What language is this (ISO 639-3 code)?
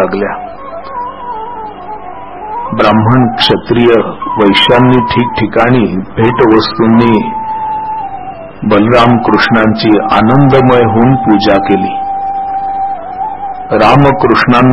mar